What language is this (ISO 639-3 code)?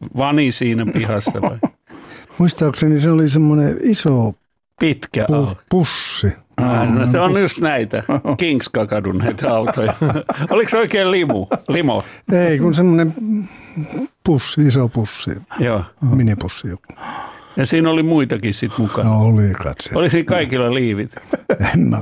fin